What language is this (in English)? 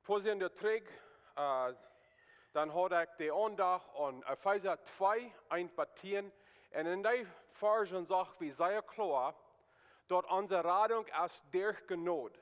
Plautdietsch